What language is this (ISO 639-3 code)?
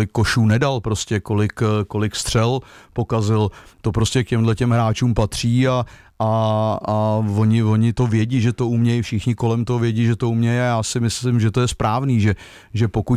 ces